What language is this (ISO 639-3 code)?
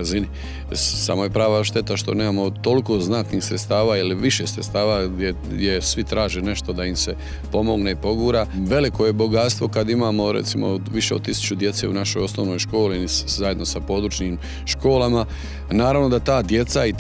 hrv